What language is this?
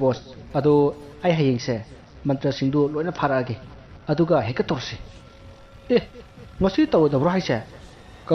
Manipuri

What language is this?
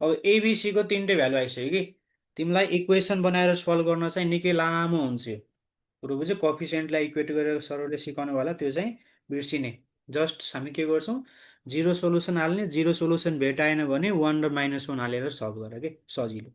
Nepali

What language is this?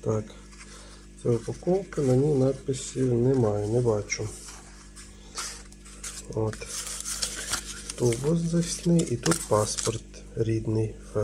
Ukrainian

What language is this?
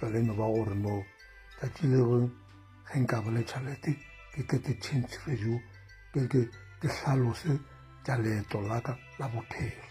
Northern Sotho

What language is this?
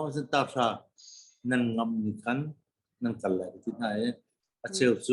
Hakha Chin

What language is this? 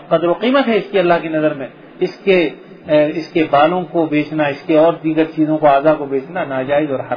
Urdu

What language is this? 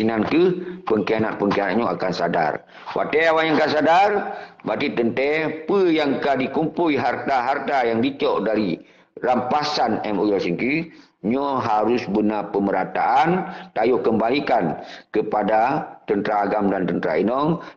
Achinese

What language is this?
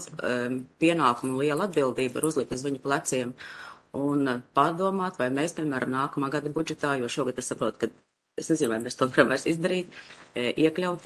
Latvian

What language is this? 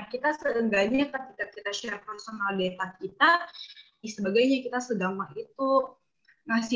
Indonesian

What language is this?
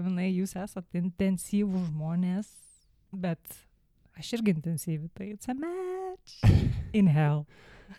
Lithuanian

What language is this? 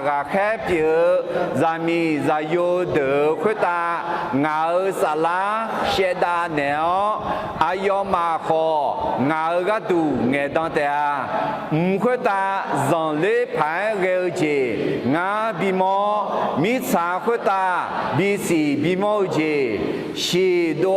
Akha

